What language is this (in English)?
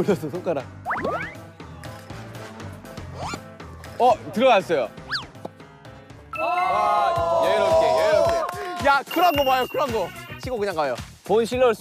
Korean